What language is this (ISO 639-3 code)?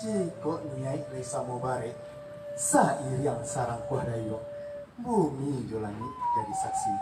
min